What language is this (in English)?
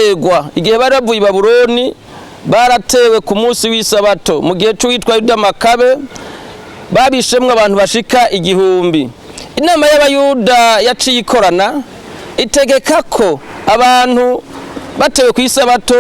Rundi